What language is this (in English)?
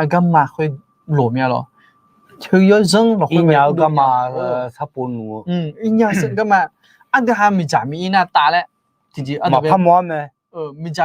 Akha